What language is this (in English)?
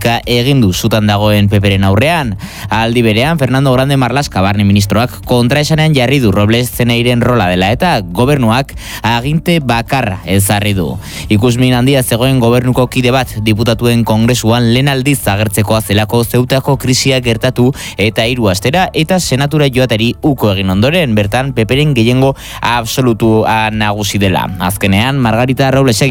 Basque